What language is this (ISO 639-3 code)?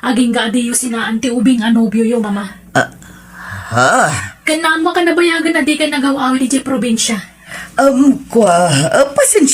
ilo